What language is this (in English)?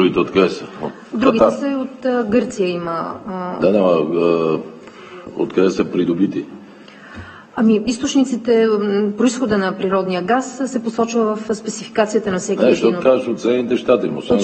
Bulgarian